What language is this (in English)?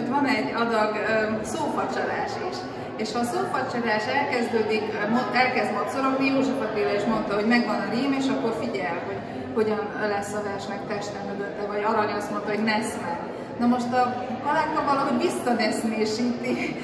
Hungarian